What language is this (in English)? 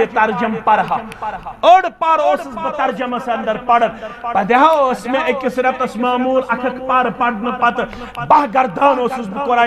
Kashmiri